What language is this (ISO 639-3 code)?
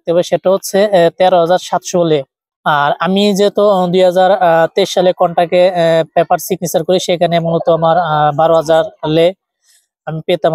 ben